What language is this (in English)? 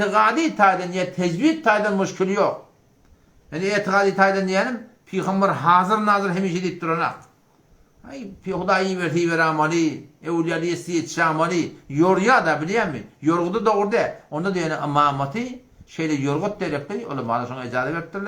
Turkmen